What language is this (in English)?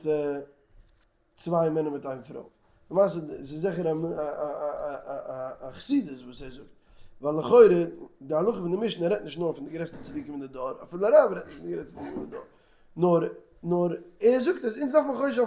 Yiddish